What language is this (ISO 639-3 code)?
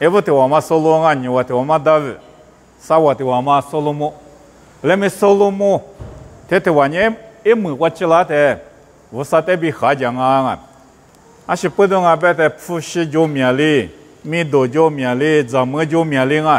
lis